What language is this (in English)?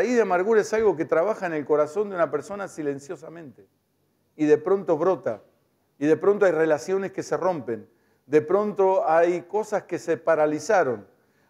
Spanish